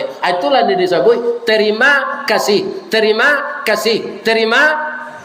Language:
Minangkabau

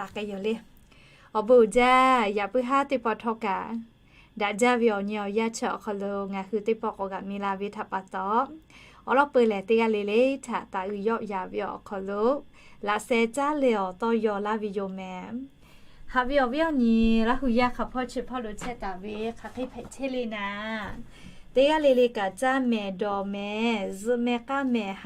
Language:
Lahu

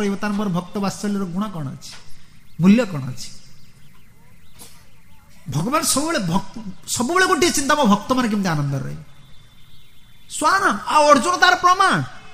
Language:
Odia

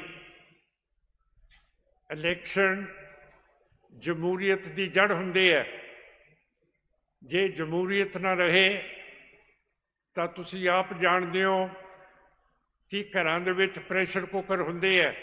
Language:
Punjabi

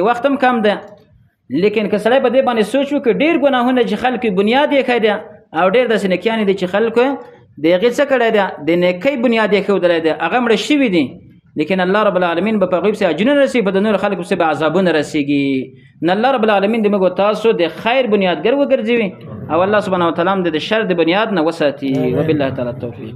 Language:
Pashto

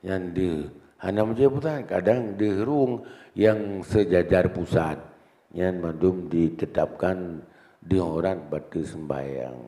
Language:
Achinese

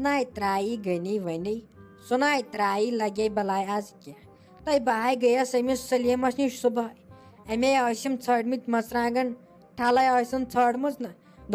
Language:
Kashmiri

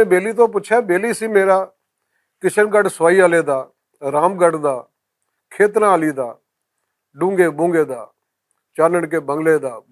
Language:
Western Panjabi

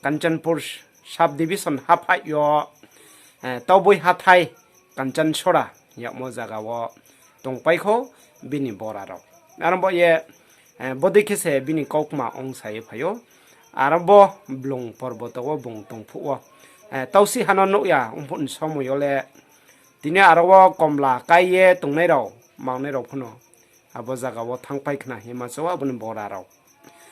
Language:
Riang (India)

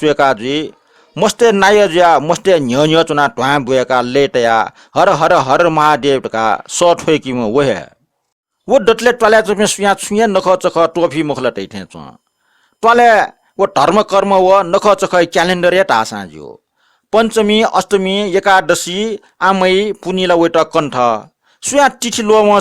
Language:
Newari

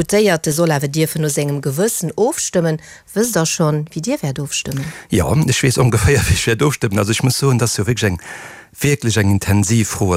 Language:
Luxembourgish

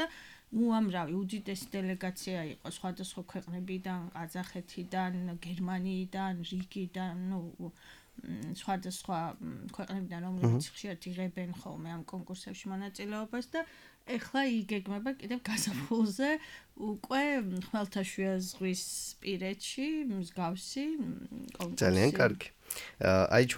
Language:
Georgian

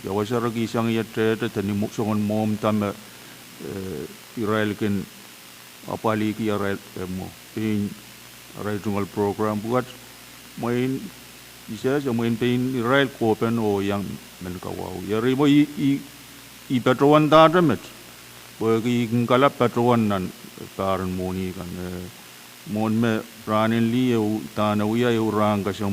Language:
Pohnpeian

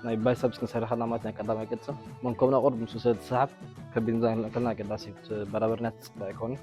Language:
Tigrinya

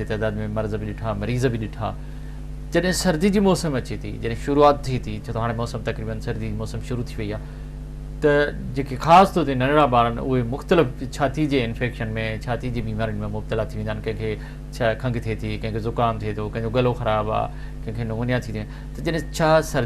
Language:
Sindhi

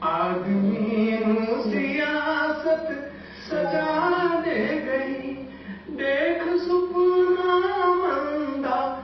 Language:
Saraiki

